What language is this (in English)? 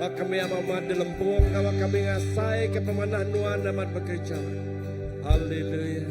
Iban